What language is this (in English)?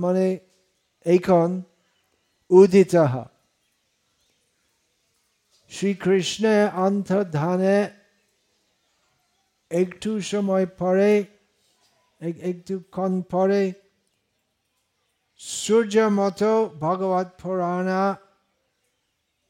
Bangla